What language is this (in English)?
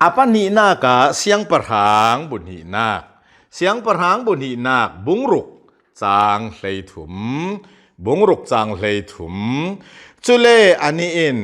Hakha Chin